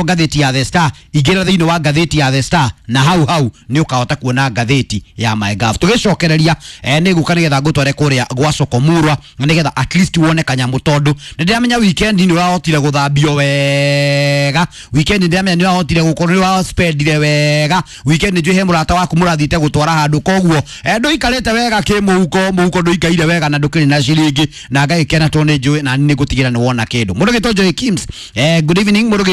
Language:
Kikuyu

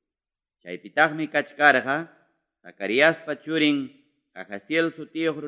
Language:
Ayacucho Quechua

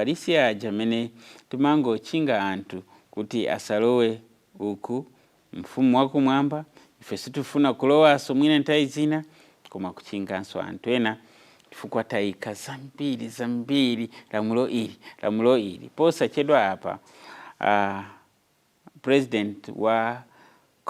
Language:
Nyanja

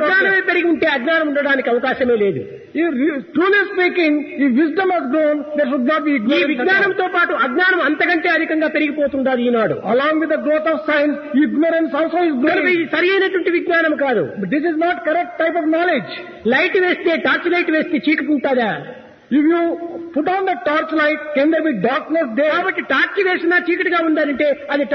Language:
Telugu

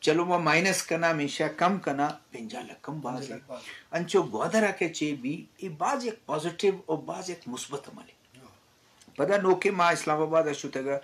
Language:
Eastern Balochi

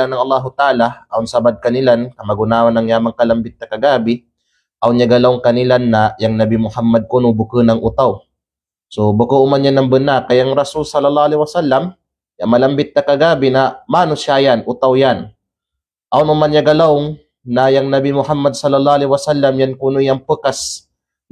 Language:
Kalagan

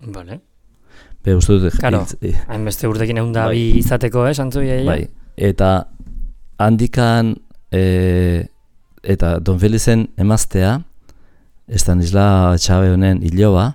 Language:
Basque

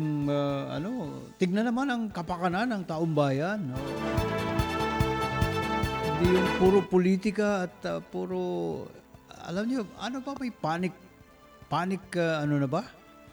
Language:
Filipino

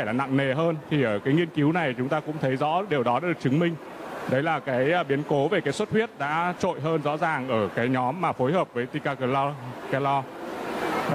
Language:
Vietnamese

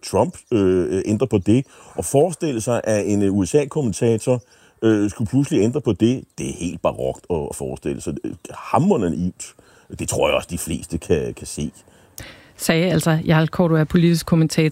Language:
Danish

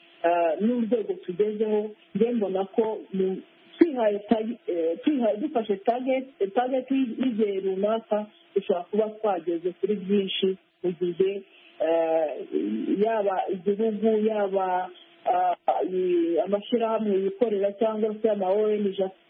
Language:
Kinyarwanda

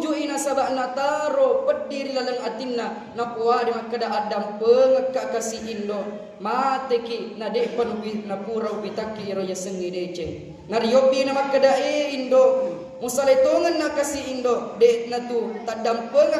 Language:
Buginese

